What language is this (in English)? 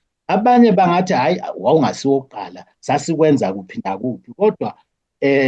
Zulu